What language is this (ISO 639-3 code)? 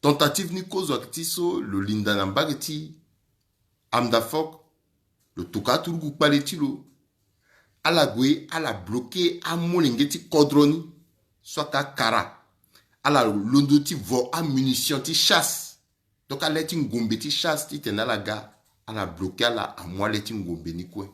sag